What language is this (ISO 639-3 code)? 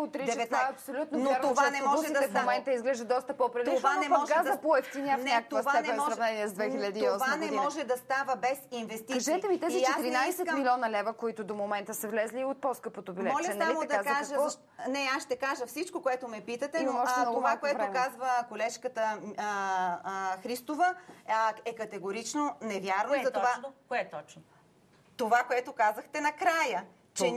bul